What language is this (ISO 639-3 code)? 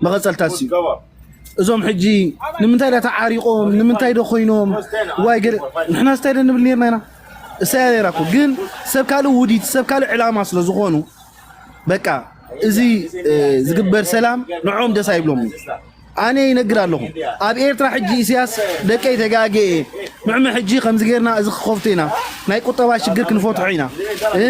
tir